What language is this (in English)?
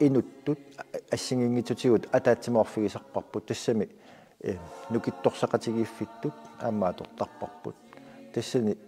Kalaallisut